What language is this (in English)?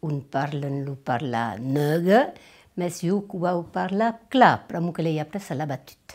Occitan